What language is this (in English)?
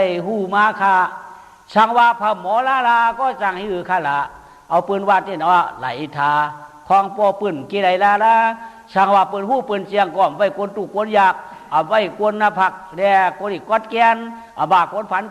Shan